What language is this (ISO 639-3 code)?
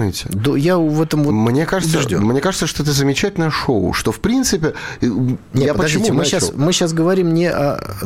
rus